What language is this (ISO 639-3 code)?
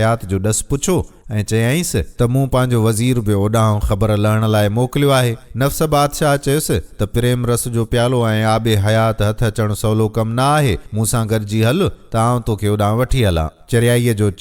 snd